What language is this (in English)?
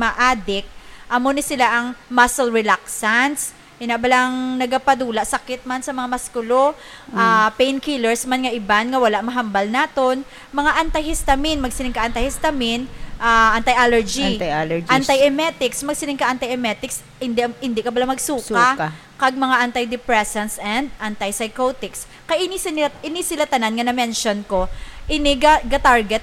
Hiligaynon